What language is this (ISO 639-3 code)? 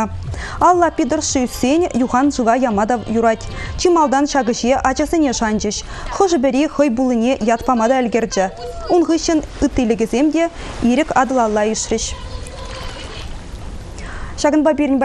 chv